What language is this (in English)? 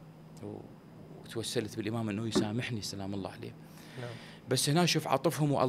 Mesopotamian Arabic